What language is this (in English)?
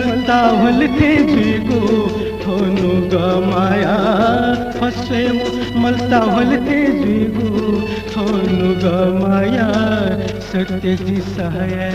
Newari